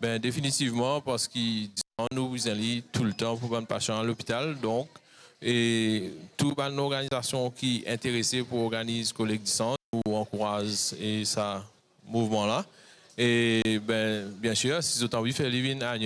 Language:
Morisyen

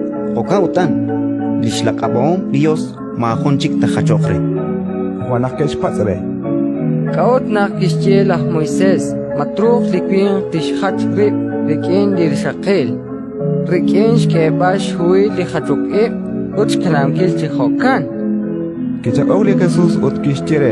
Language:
Kekchí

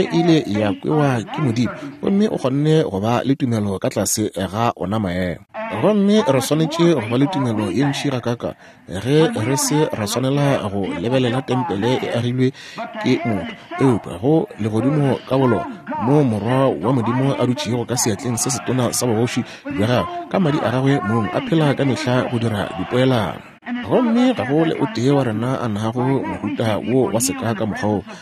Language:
Northern Sotho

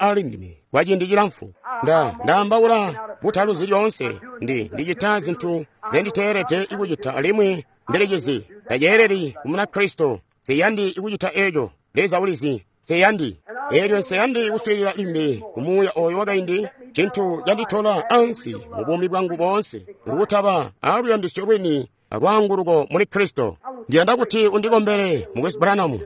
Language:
Tonga (Zambia)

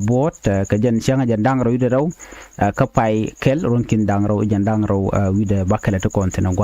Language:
Nuer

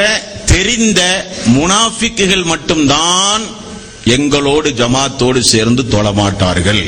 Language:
Tamil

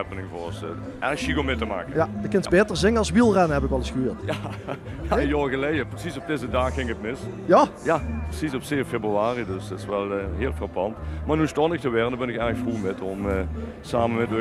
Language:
Limburgish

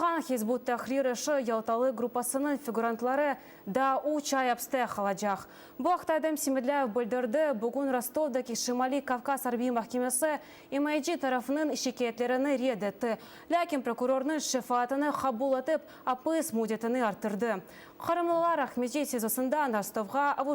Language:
Crimean Tatar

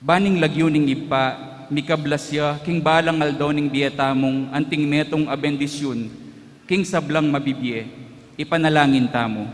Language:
Pampanga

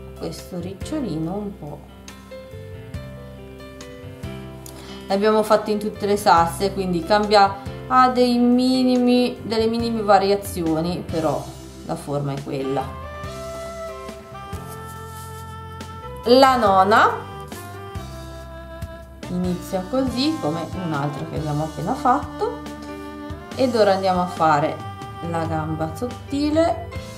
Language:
Italian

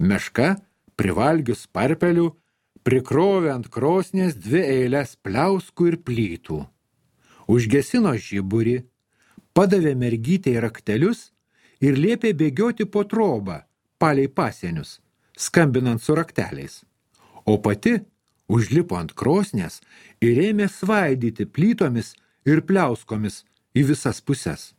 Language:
Lithuanian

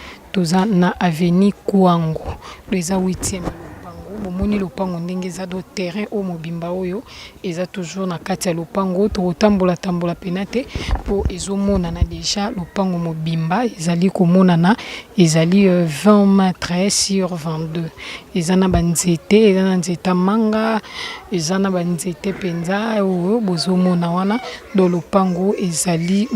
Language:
Lingala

